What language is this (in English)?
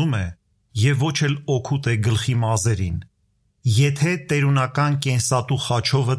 Armenian